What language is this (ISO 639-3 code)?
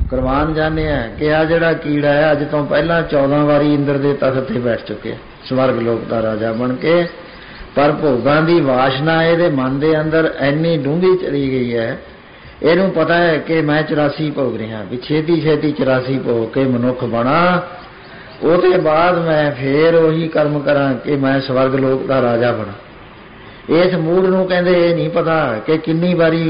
pan